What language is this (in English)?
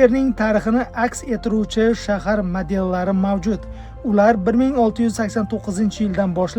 Uzbek